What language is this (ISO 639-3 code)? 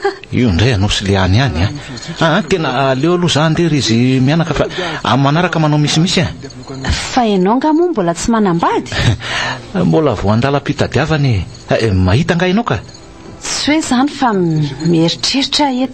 mlg